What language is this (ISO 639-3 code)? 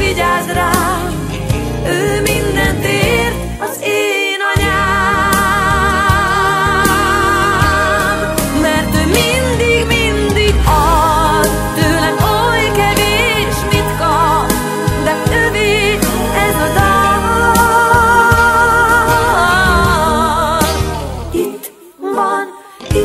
hun